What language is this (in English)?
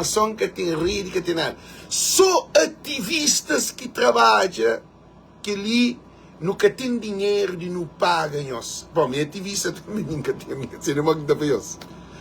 Kabuverdianu